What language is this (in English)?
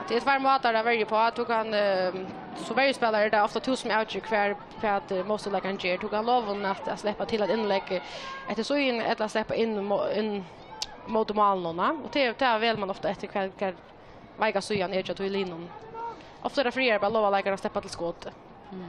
Faroese